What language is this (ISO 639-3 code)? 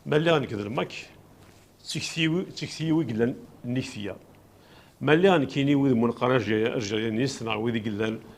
kab